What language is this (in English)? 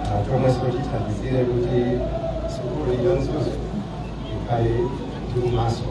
Nyanja